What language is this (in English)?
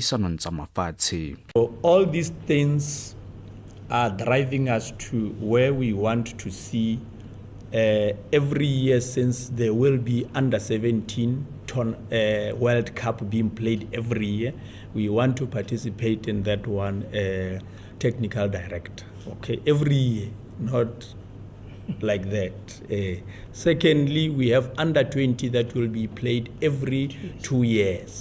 Tswana